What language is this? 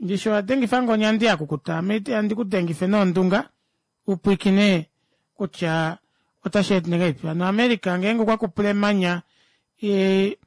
Kuanyama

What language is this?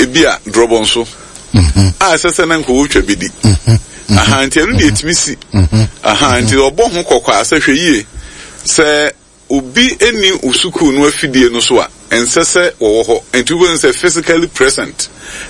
Akan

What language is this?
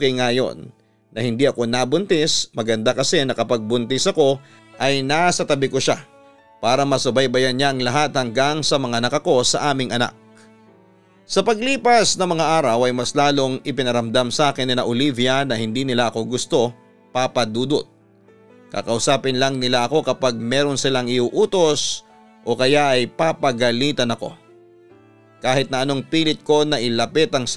Filipino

